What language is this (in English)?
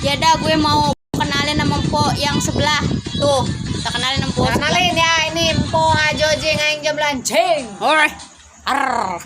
Betawi